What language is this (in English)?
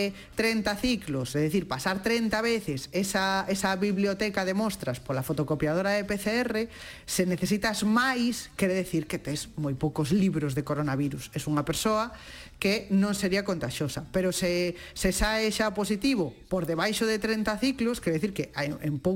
Galician